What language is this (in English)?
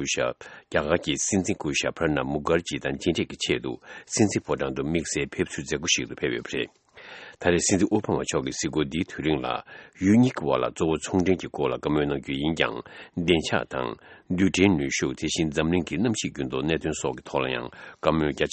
Tibetan